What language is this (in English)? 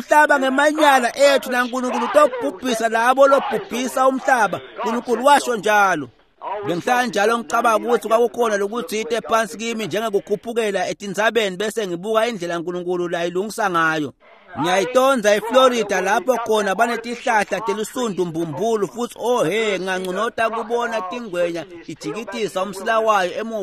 Swati